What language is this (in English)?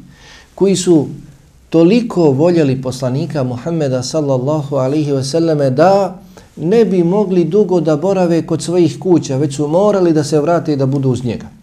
Bosnian